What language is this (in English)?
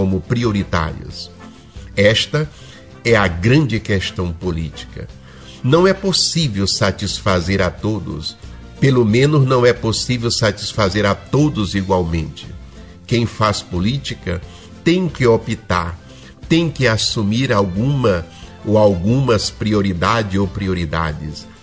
Portuguese